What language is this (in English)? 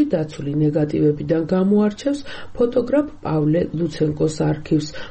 Georgian